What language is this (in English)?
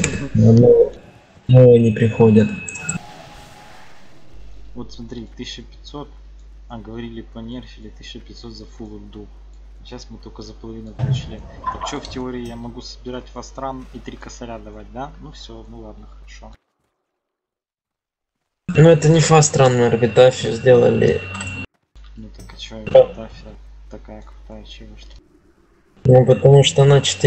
Russian